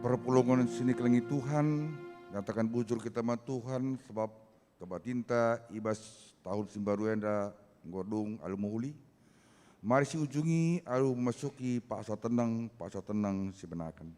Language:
Batak Karo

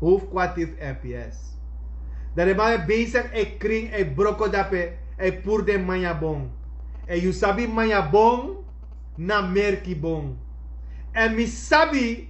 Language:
Sranan Tongo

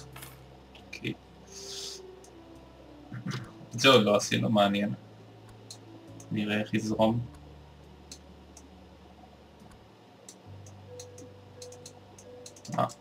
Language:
Hebrew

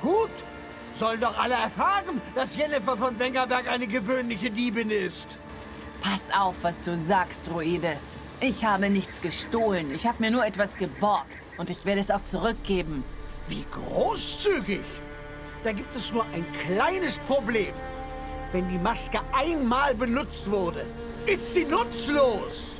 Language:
Swiss German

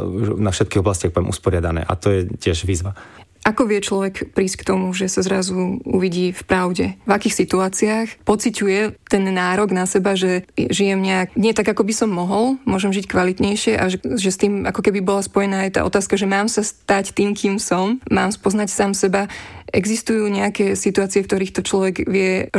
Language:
Slovak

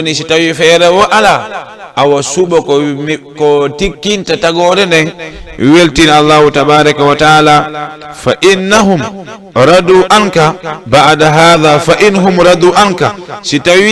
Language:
Fula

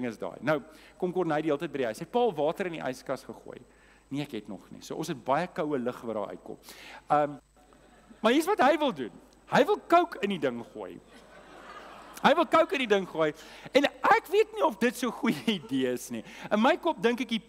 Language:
Afrikaans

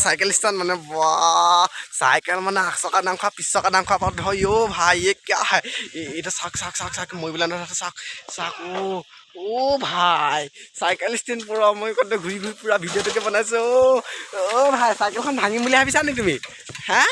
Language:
Assamese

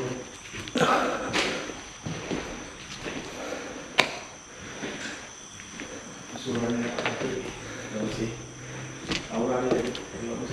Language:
Malay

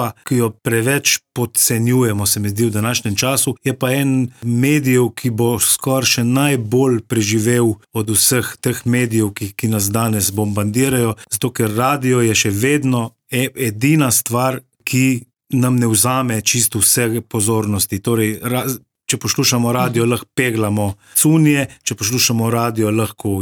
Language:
Slovenian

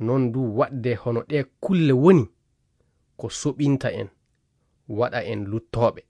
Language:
Fula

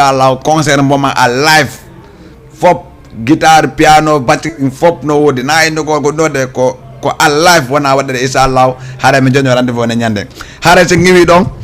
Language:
Fula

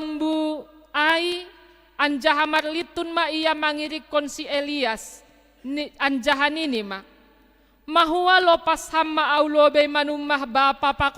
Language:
Batak Simalungun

